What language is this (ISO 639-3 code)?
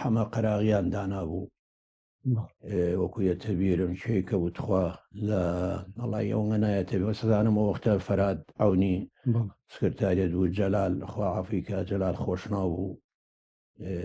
ckb